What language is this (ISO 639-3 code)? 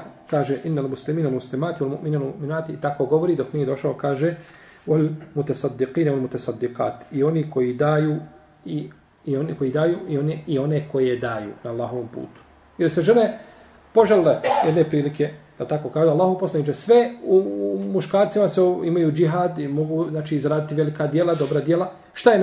bos